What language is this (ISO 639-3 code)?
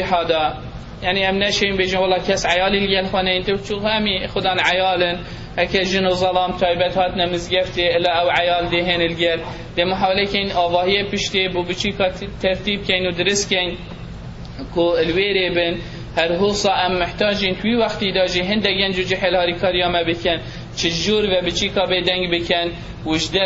kur